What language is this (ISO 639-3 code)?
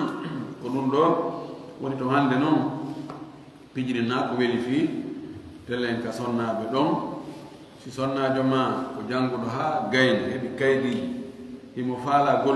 ful